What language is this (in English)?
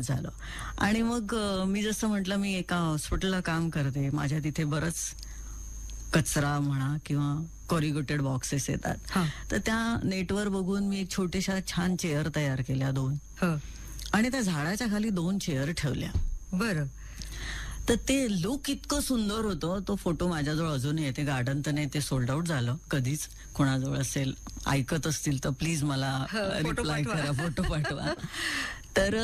Marathi